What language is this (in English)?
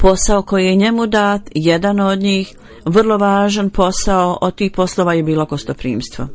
Bosnian